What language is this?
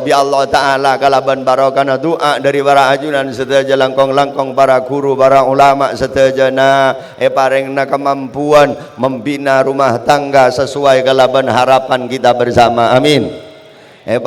Madurese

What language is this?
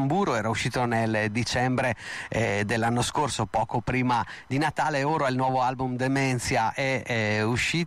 Italian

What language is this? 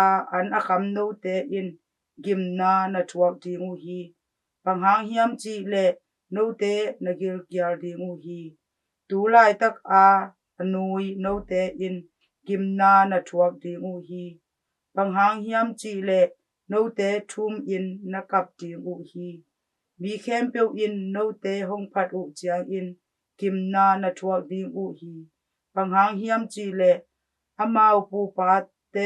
Tedim Chin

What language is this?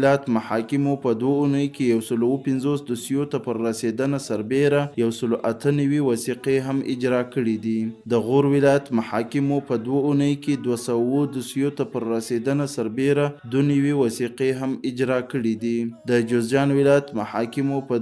Pashto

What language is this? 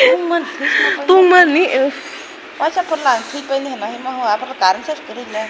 Kok Borok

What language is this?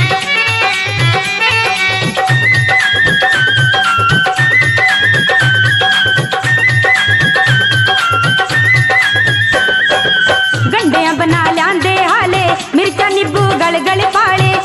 Punjabi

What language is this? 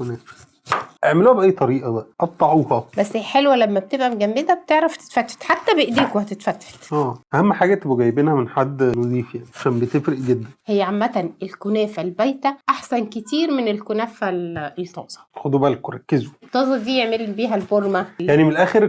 Egyptian Arabic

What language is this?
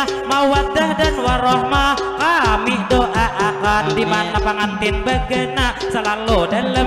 Banjar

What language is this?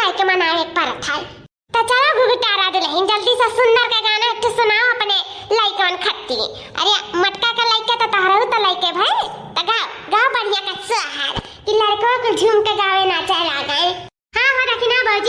Awadhi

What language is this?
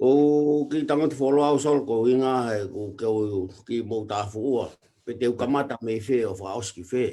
Tongan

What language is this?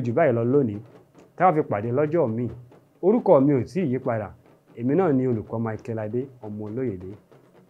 Yoruba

